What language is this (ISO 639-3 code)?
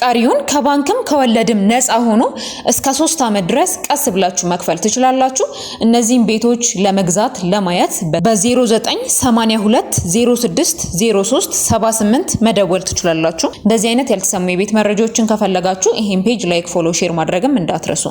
amh